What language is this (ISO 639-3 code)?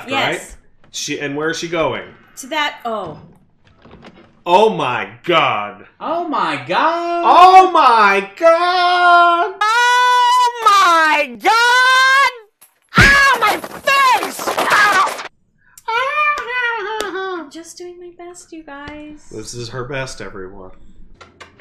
eng